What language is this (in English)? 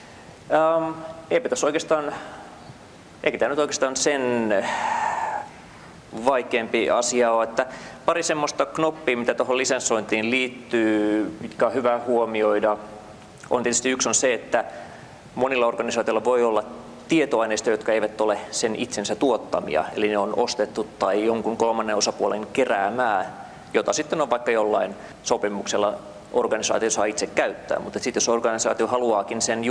Finnish